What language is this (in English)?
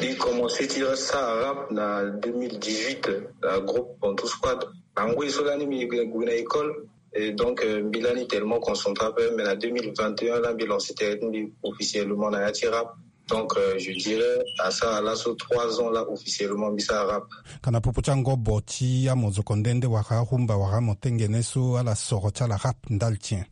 Sango